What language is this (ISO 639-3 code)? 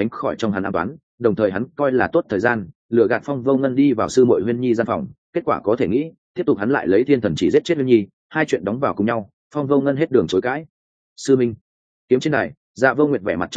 vie